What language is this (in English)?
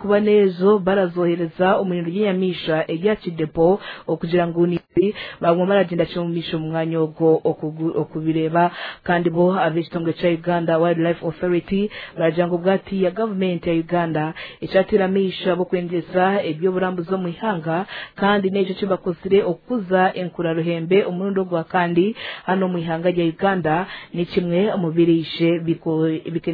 Nyankole